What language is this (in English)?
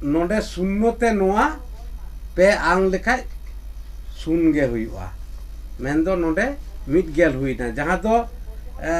Santali